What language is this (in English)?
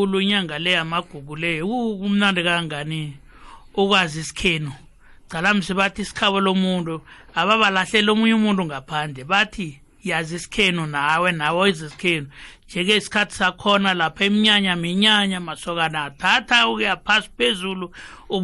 South Ndebele